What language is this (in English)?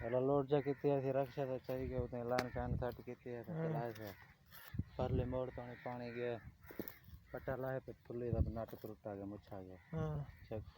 Saraiki